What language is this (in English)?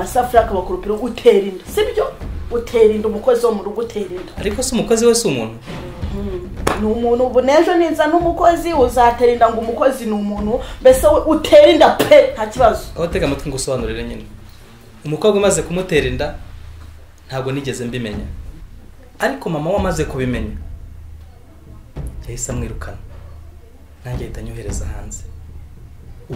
Kinyarwanda